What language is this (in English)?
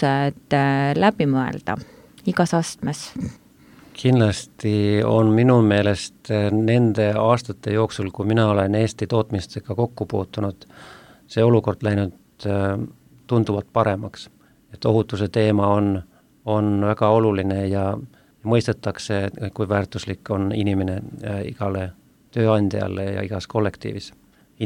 Estonian